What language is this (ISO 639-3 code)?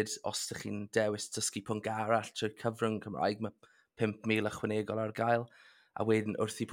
cym